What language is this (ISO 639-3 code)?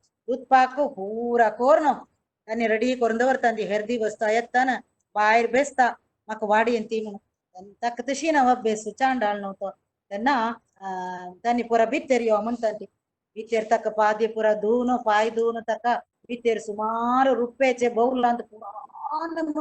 kok